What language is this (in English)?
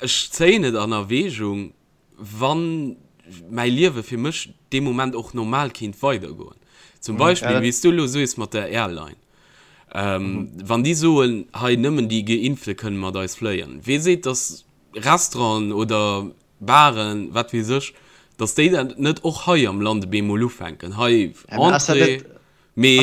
Luxembourgish